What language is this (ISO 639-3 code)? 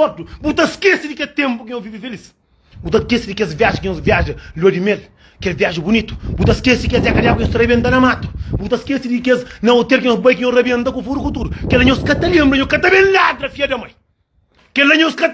kea